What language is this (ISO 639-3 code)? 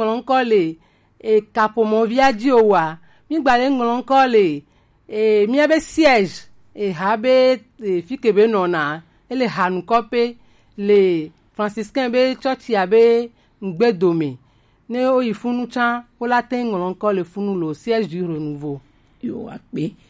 gej